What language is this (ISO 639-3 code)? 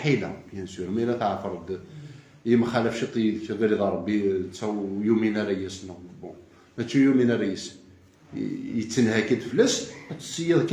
kab